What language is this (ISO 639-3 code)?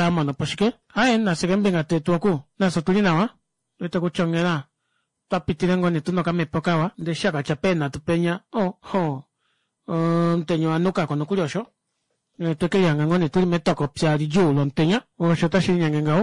kua